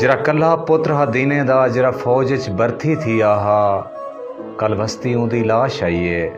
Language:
Saraiki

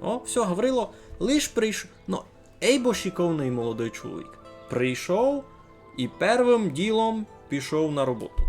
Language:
Rusyn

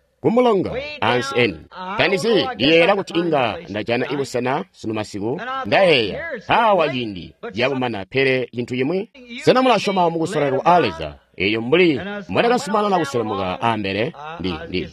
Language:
Tonga (Zambia)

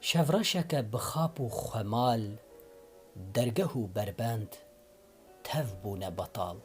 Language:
Kurdish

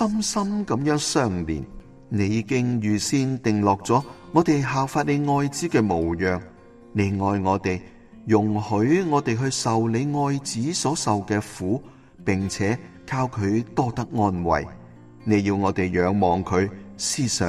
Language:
Cantonese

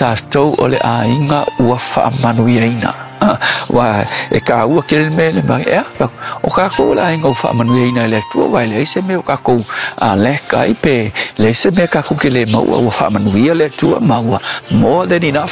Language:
Samoan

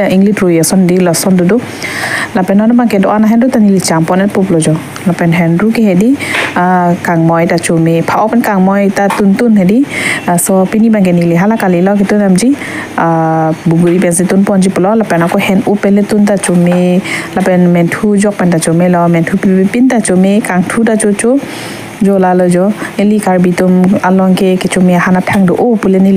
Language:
Karbi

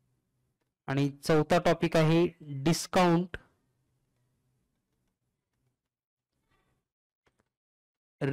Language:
Marathi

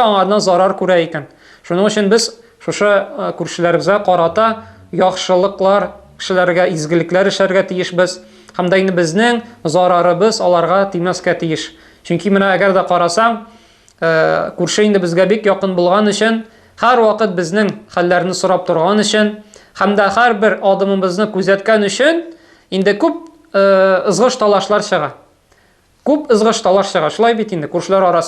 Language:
Tatar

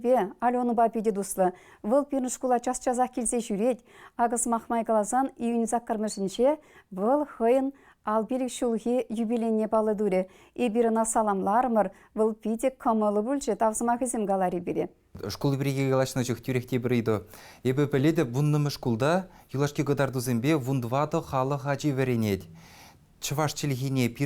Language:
Chuvash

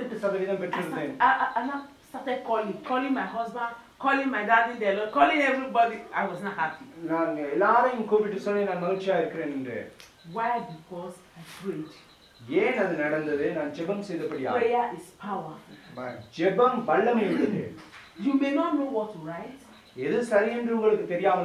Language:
Tamil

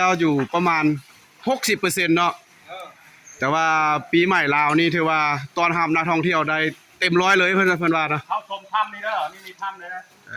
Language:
Lao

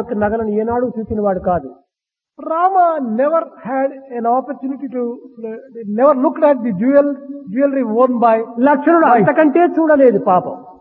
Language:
Telugu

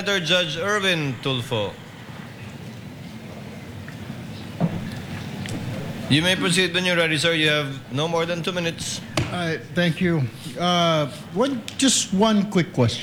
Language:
Filipino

